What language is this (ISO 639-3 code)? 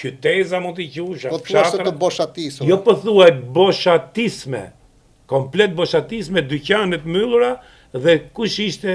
sqi